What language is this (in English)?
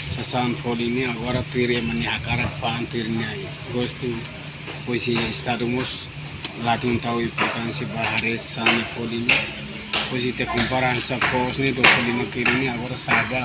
Tetum